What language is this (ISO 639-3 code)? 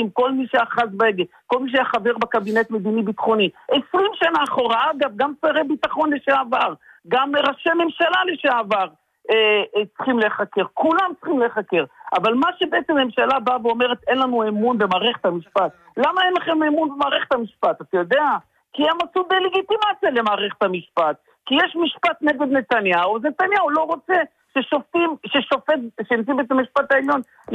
heb